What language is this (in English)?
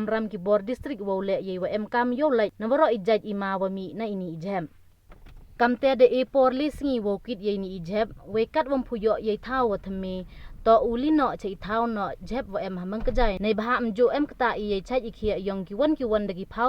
Pnar